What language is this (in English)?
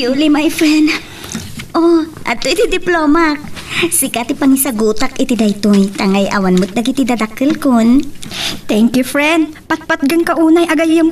Iloko